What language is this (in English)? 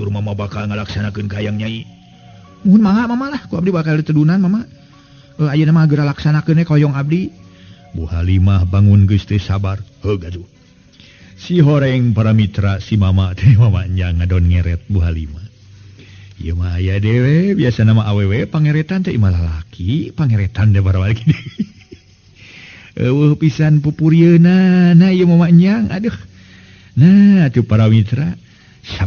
Sundanese